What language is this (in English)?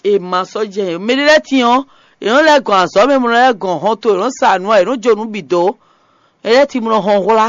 Fon